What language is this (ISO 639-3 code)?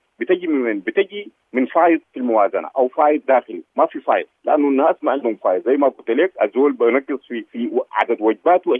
apd